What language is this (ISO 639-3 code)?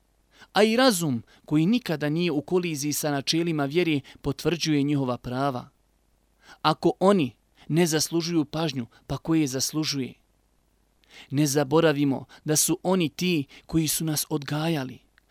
bos